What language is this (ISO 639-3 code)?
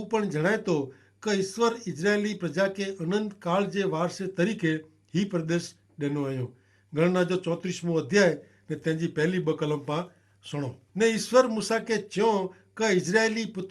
kfr